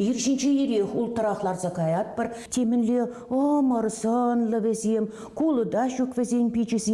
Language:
Chuvash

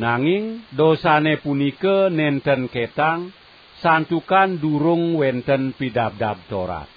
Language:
Balinese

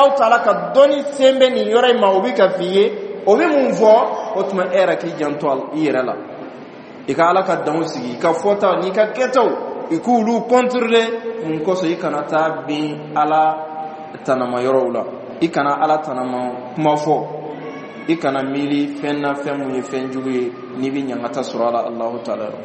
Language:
Bambara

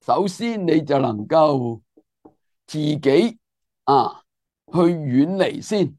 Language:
Cantonese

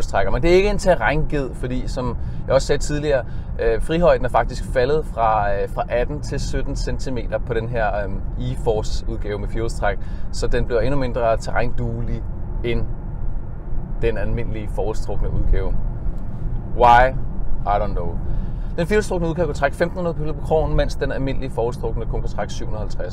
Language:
Danish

